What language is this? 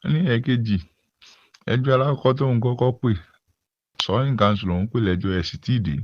Yoruba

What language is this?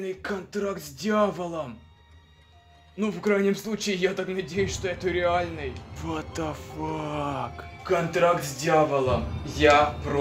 Russian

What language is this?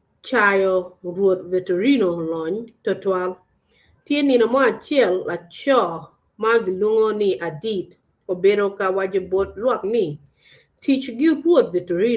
Acoli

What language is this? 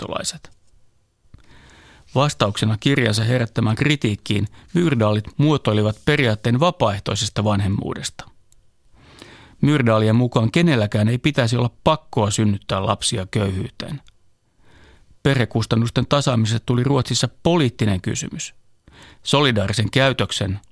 Finnish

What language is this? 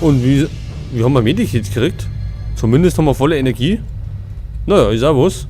Bavarian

